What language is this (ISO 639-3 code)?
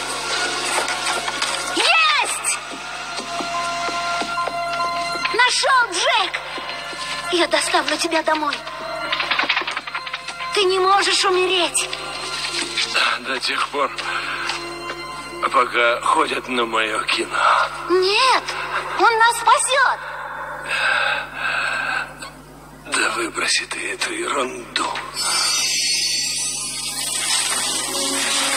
rus